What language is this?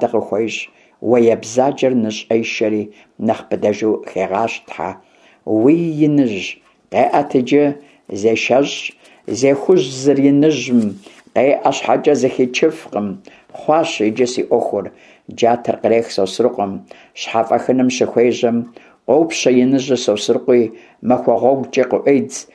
Kabardian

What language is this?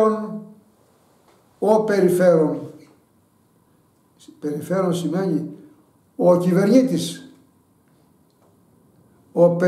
Greek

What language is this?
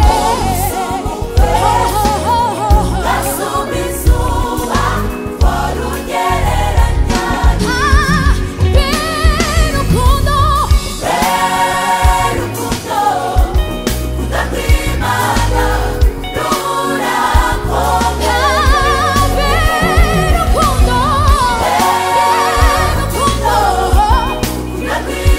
Kinyarwanda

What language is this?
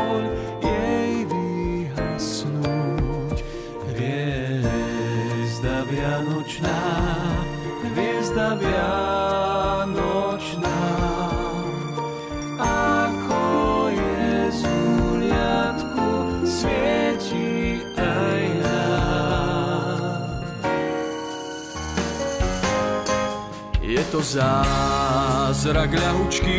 Slovak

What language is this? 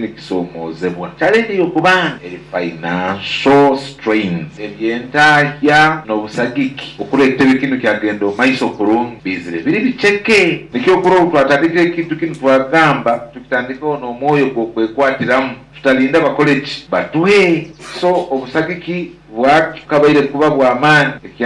Nyoro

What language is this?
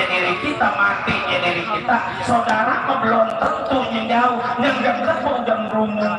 Betawi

